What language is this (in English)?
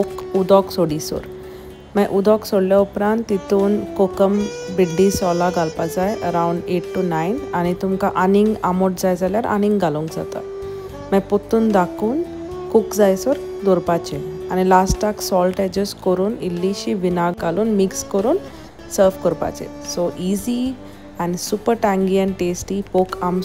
Konkani